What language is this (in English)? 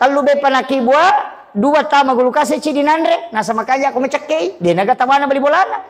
Buginese